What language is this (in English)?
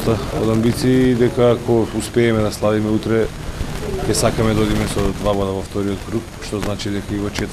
Macedonian